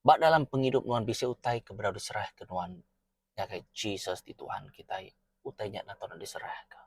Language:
Iban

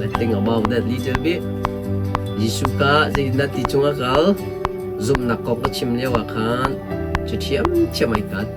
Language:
Hakha Chin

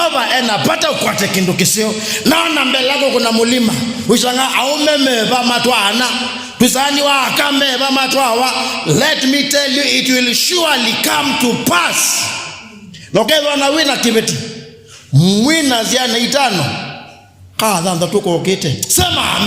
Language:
Kamba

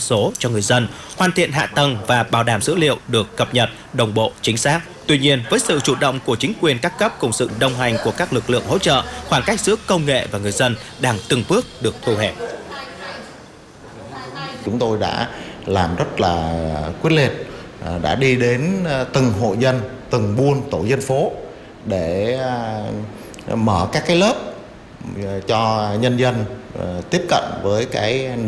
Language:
Vietnamese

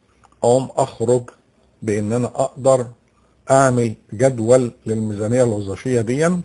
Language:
Egyptian Arabic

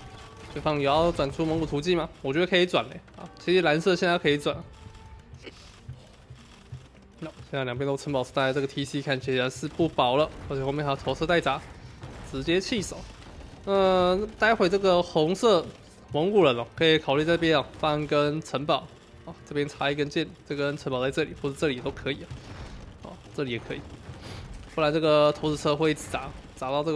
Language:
Chinese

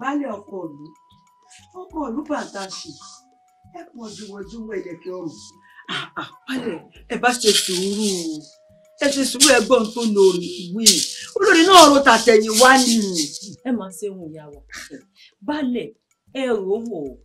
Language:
Yoruba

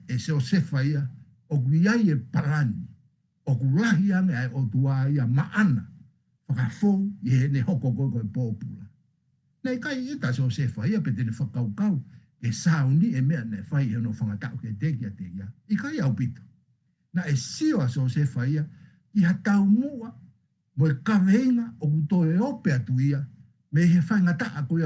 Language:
Tongan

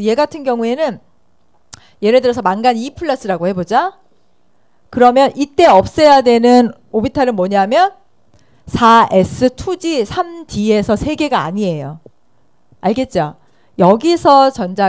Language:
Korean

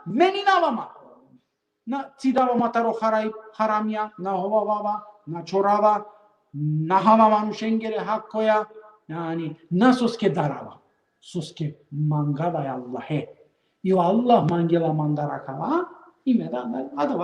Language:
Balkan Romani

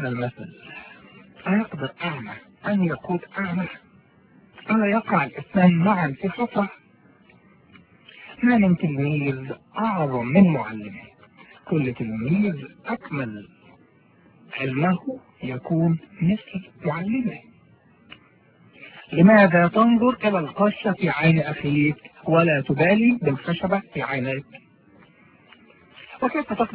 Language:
Arabic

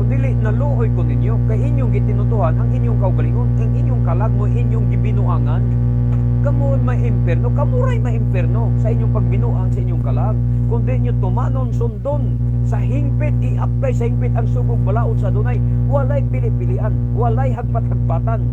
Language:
Cebuano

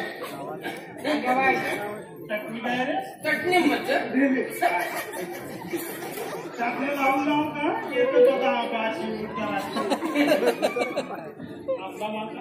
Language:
Marathi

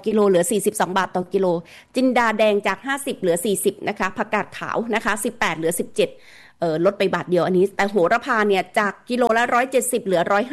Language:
Thai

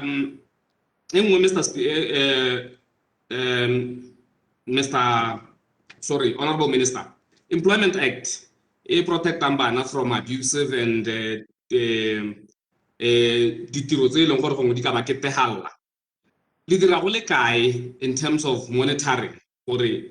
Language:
Tswana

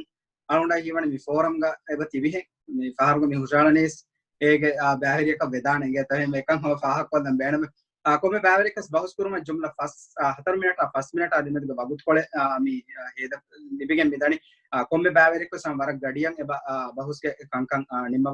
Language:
Divehi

